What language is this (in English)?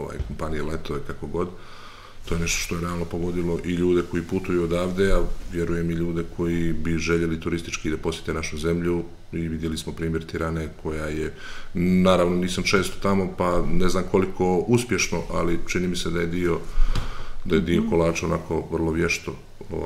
Serbian